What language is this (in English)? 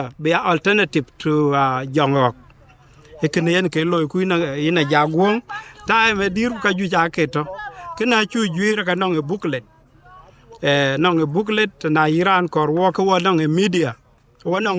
Dinka